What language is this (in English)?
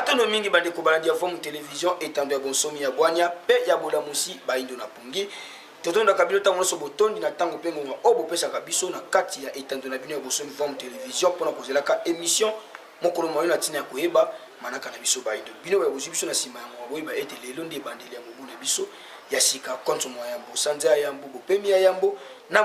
Lingala